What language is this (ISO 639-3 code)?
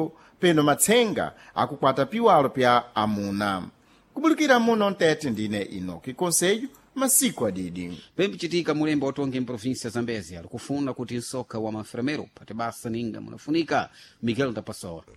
seh